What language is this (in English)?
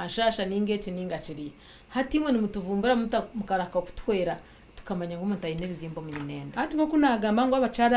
Nyankole